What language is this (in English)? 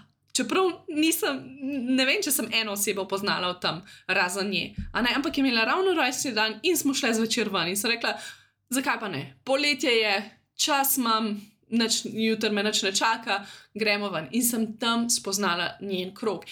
Slovenian